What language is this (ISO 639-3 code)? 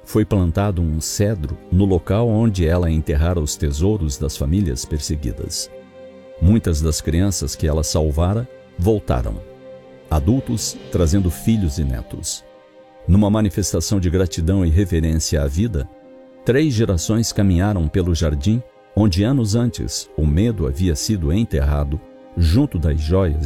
por